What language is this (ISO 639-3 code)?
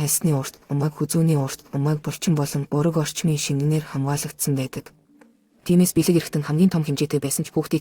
mon